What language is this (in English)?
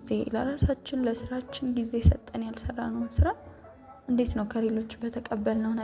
Amharic